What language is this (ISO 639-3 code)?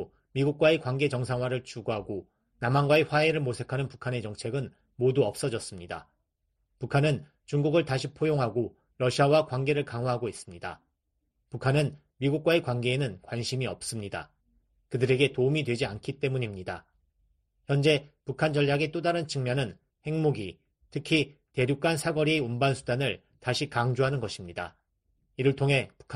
kor